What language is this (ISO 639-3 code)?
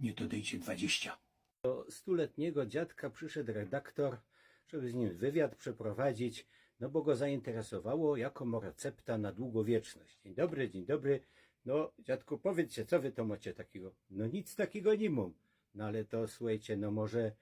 szl